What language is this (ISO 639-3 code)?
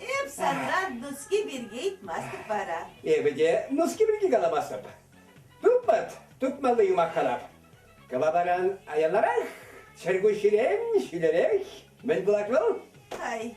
chv